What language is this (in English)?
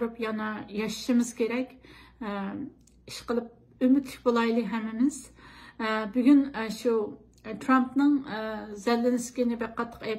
Uyghur